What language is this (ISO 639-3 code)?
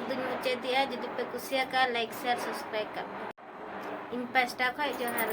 sat